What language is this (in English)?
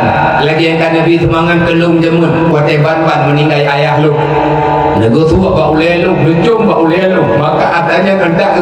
Achinese